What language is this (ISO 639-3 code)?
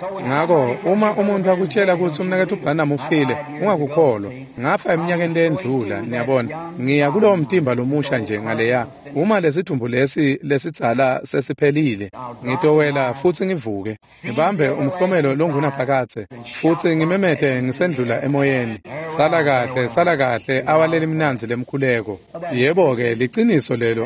ssw